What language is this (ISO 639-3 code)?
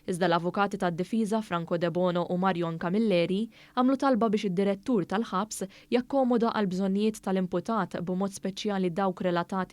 mlt